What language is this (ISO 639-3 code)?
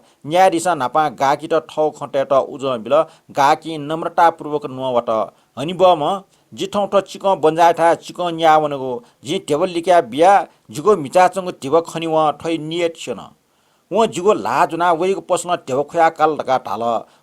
new